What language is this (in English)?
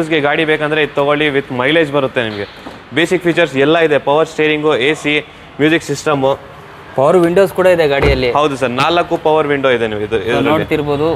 Kannada